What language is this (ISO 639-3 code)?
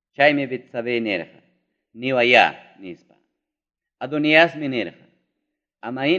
quy